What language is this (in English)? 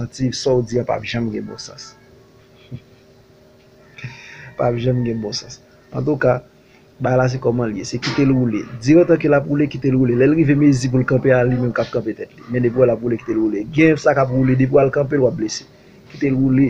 Haitian Creole